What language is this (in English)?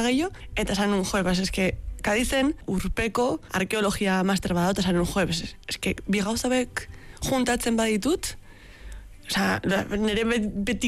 Basque